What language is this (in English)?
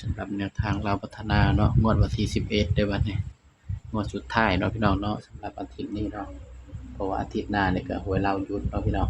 Northeastern Thai